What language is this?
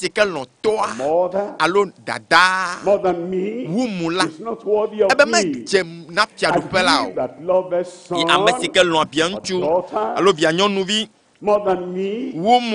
Ewe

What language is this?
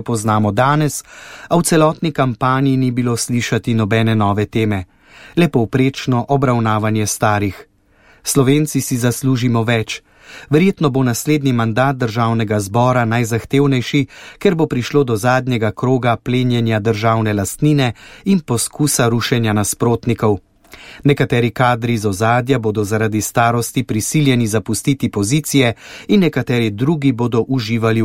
Slovenian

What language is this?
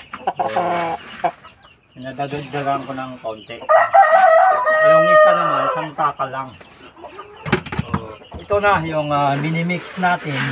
Filipino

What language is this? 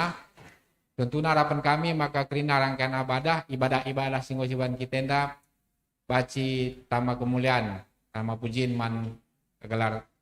Batak Karo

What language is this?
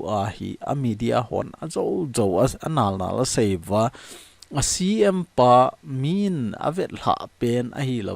Thado Chin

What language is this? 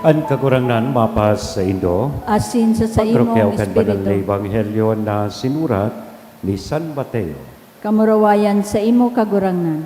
Bikol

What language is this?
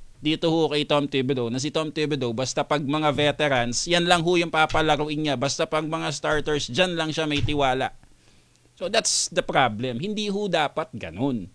Filipino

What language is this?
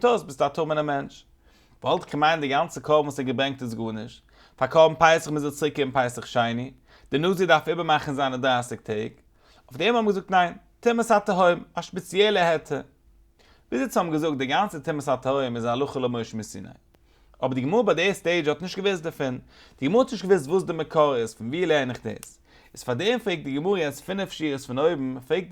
Yiddish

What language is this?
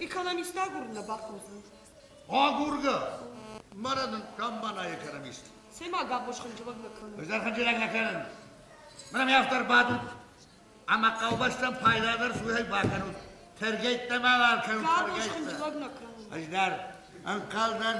Ossetic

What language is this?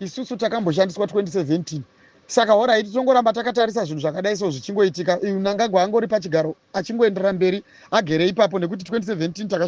Shona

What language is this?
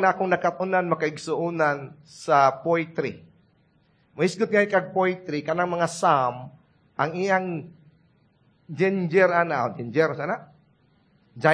Cebuano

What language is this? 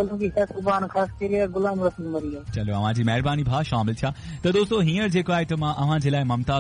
Sindhi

